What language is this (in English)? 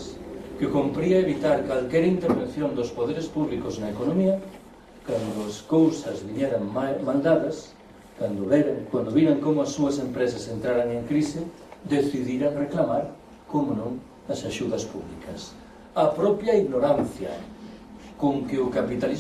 Galician